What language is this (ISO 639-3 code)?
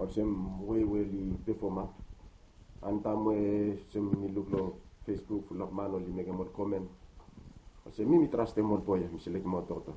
bis